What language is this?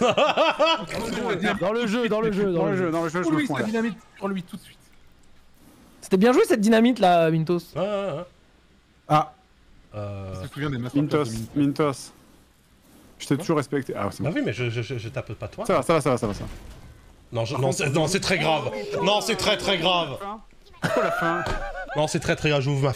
French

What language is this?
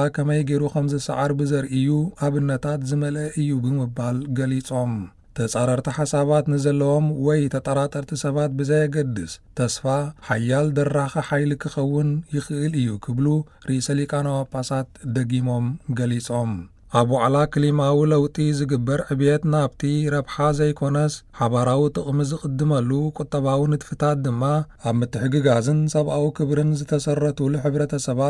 Tigrinya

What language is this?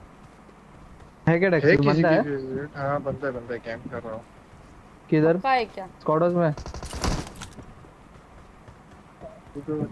Hindi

